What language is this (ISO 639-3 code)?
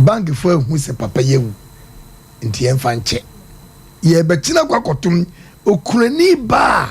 aka